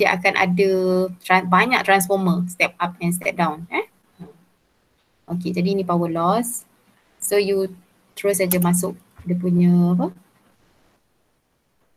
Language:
Malay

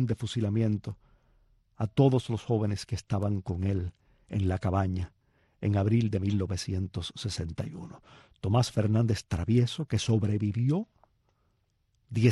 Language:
Spanish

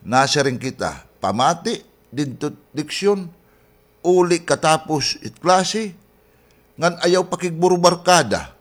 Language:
Waray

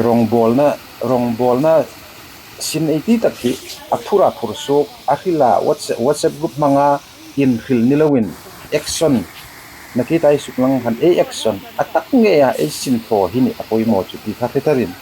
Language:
Hmar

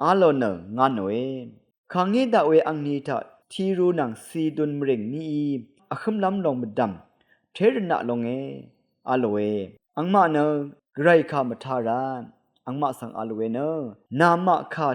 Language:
Rawang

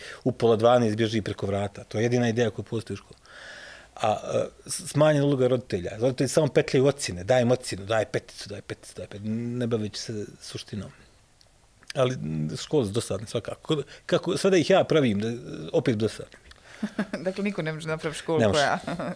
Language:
Bosnian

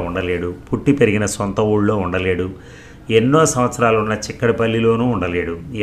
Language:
Telugu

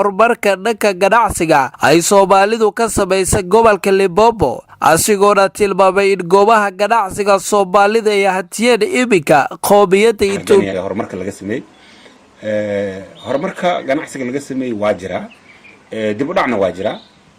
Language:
Somali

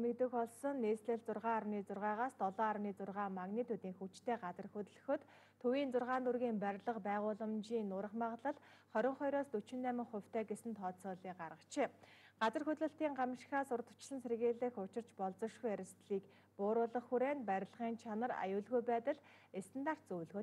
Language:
Mongolian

